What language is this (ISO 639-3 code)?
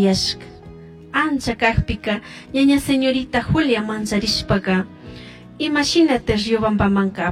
qug